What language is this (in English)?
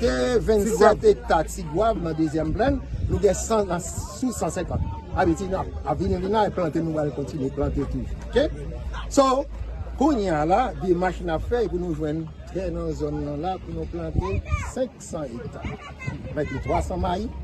Haitian Creole